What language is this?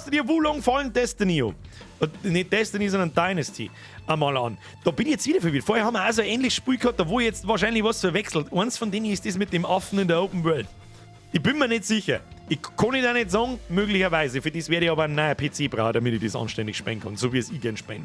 Bavarian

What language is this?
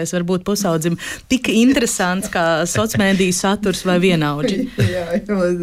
Latvian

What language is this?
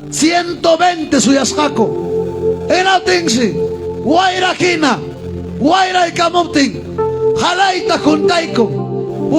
Ayacucho Quechua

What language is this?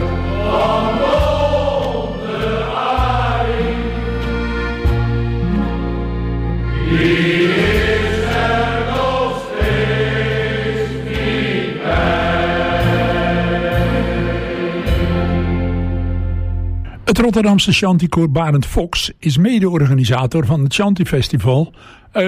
Dutch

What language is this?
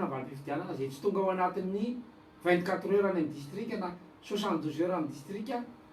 Malagasy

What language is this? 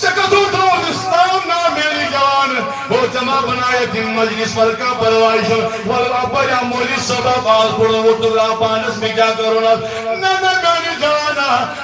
Kashmiri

